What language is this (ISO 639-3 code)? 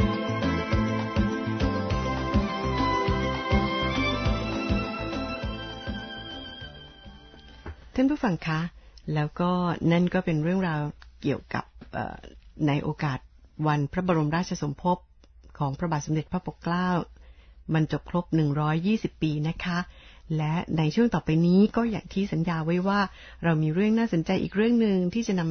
tha